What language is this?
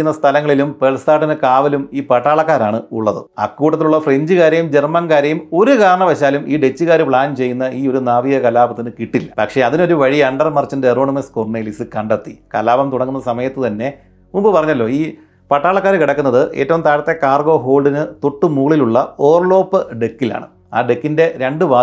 Malayalam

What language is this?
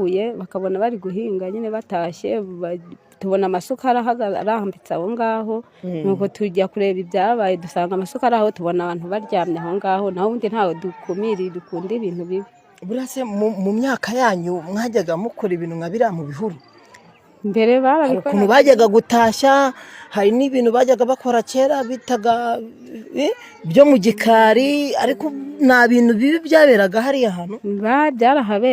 Kinyarwanda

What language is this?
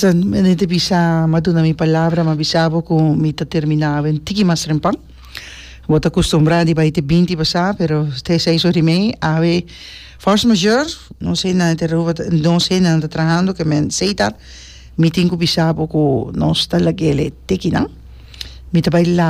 Papiamento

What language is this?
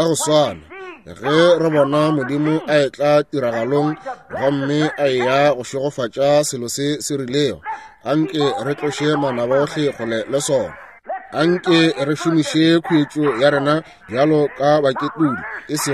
Northern Sotho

